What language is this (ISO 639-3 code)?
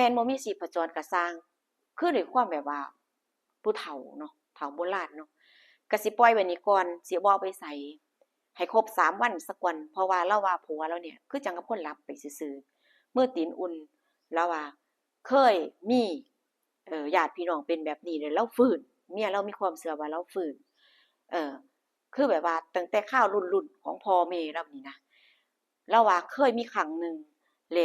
tts